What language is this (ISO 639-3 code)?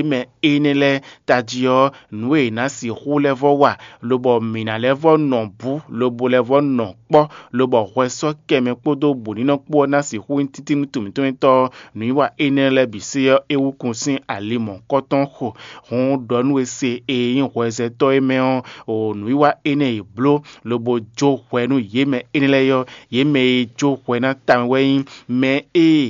fon